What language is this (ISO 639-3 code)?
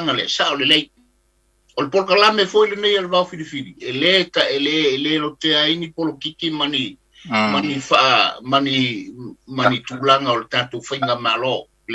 smo